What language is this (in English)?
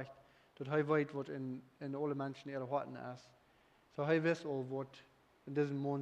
Plautdietsch